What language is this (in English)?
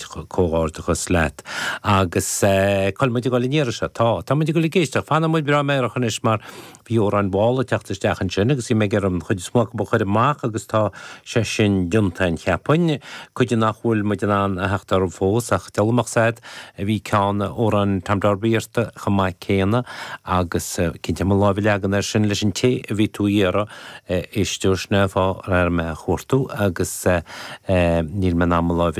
Irish